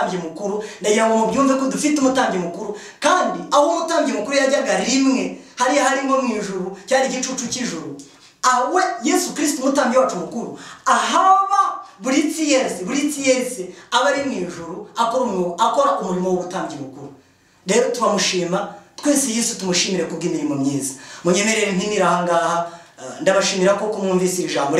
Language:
Kinyarwanda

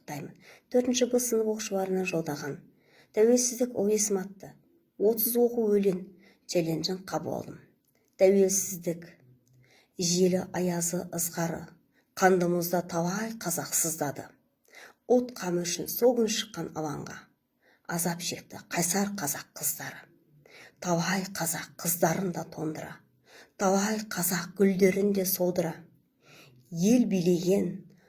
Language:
Kazakh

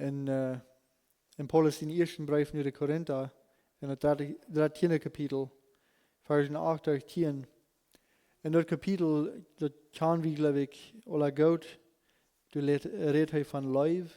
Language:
Plautdietsch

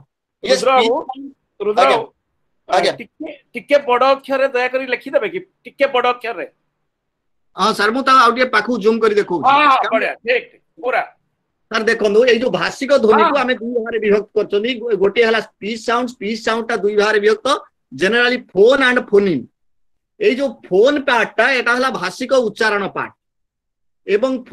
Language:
Odia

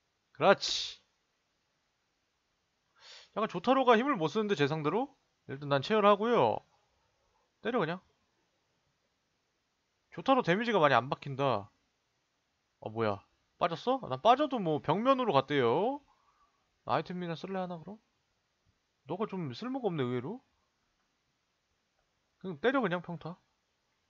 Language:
Korean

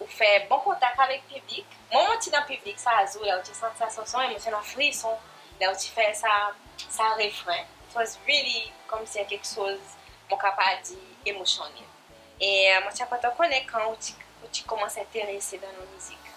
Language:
Seselwa Creole French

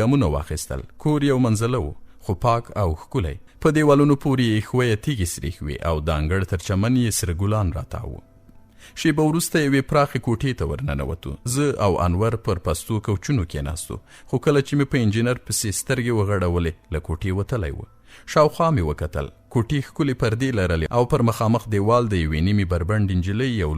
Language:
Pashto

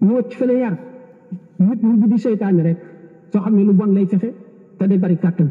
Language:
Wolof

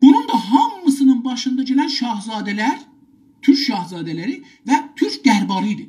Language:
South Azerbaijani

